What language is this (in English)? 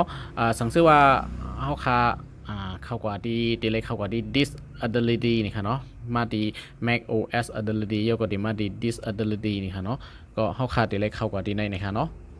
Shan